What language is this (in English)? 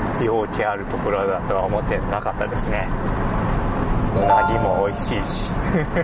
Japanese